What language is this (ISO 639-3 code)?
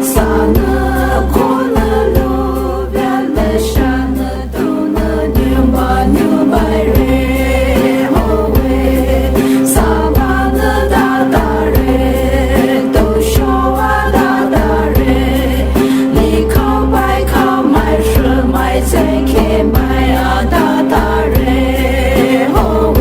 pmx